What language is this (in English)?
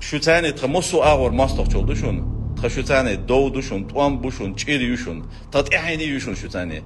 Chechen